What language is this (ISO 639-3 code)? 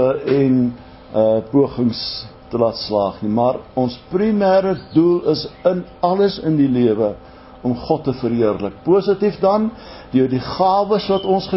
afr